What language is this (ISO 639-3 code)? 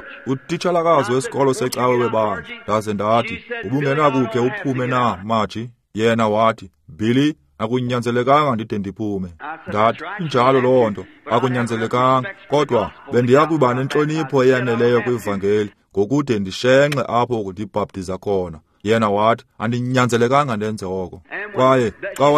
xho